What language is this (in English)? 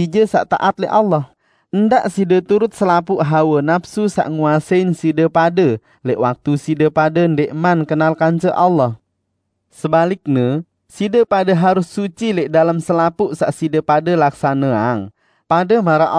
Sasak